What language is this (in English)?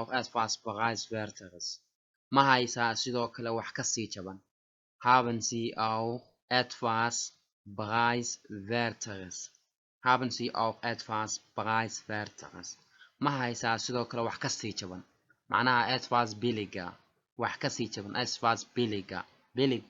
Somali